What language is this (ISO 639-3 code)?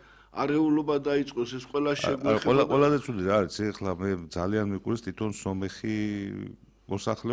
kat